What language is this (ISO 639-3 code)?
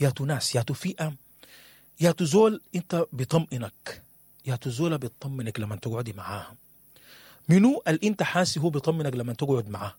apd